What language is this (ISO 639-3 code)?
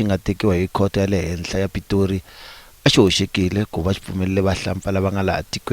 tso